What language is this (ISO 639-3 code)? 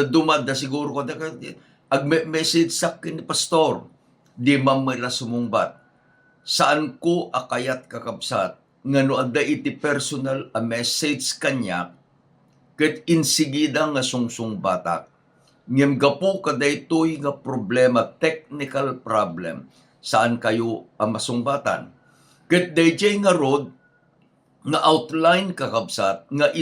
ilo